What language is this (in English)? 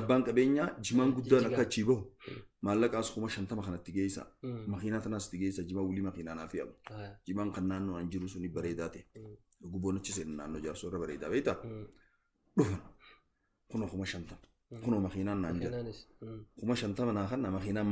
Oromo